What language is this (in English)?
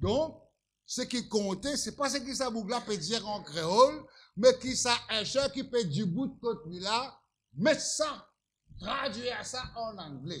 Morisyen